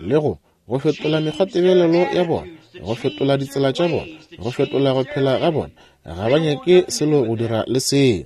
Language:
Northern Sotho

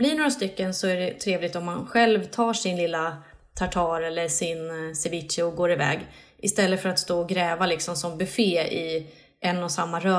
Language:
Swedish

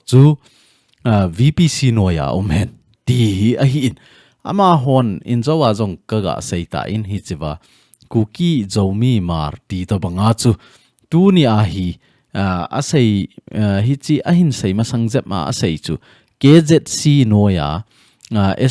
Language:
Thado Chin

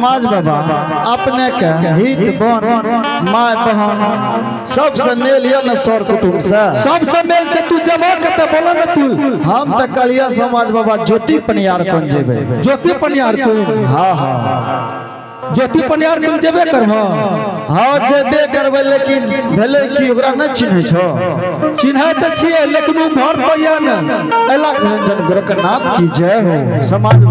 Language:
Angika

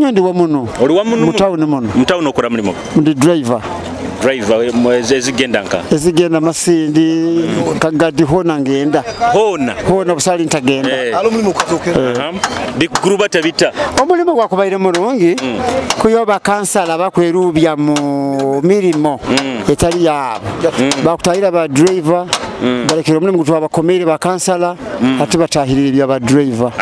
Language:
Nyoro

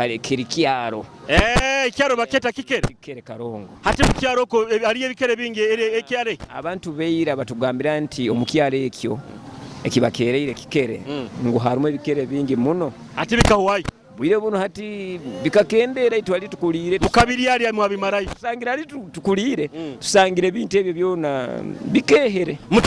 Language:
Nyoro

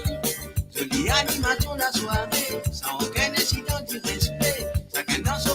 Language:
Morisyen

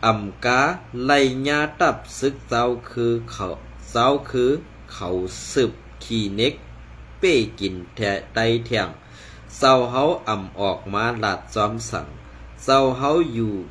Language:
Shan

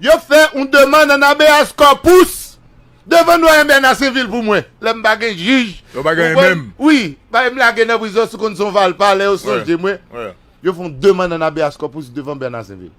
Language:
Haitian Creole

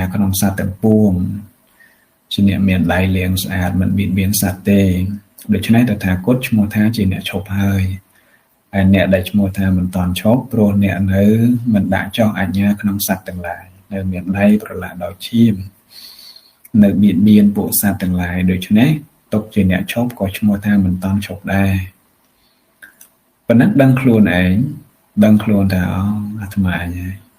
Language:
Khmer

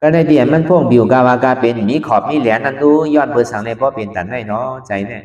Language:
Shan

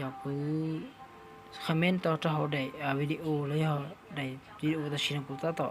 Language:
Hmong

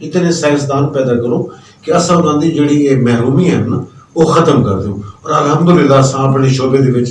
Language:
Saraiki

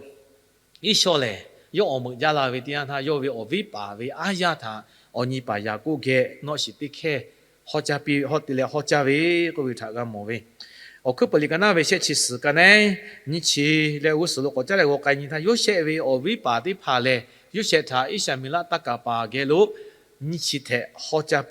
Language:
Lahu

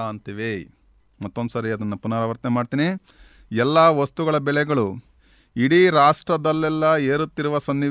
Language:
Kannada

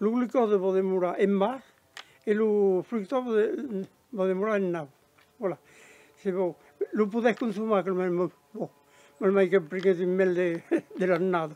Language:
Occitan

